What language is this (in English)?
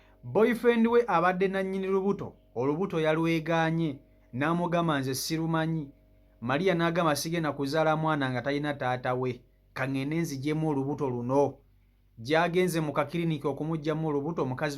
Ganda